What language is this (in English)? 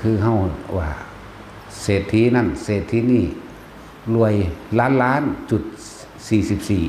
Northeastern Thai